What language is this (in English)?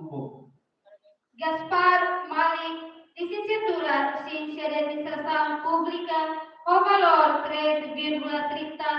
Tetum